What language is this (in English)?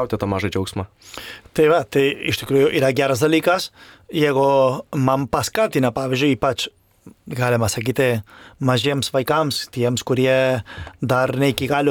Lithuanian